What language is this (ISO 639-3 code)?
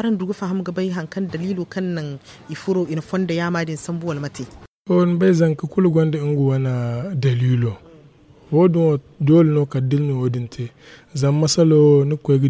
dje